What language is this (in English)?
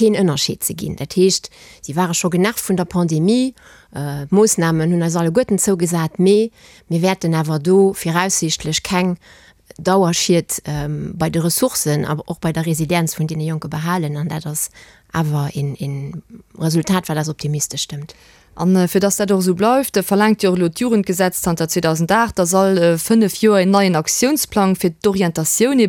Luxembourgish